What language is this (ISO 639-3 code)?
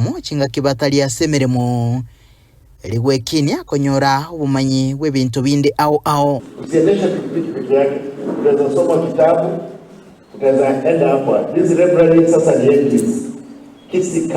guz